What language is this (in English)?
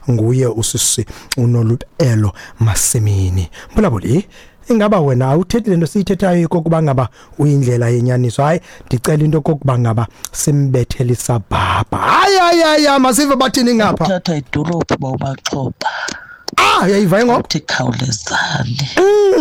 Xhosa